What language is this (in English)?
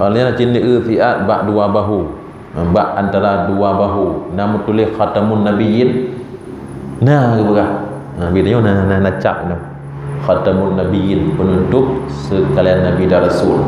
Achinese